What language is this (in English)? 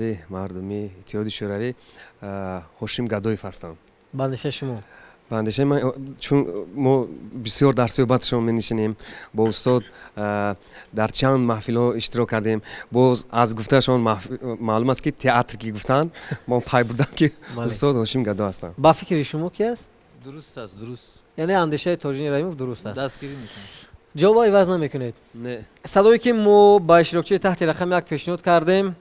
Tajik